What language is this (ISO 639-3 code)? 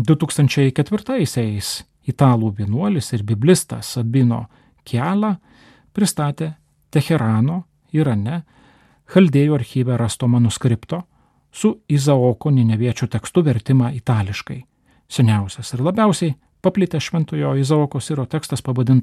lit